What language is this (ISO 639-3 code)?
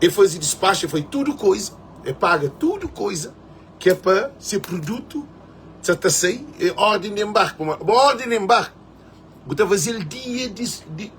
kea